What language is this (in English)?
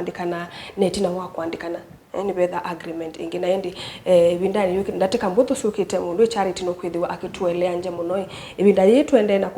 Kamba